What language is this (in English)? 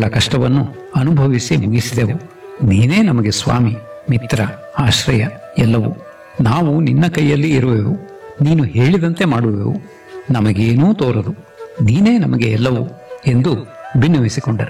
Kannada